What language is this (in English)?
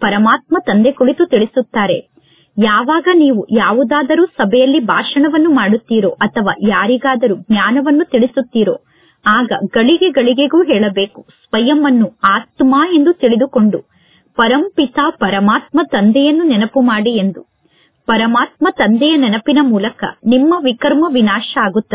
Kannada